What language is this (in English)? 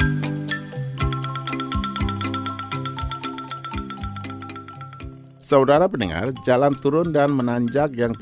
Indonesian